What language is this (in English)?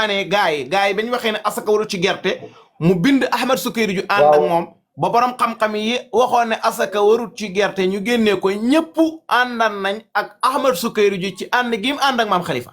Wolof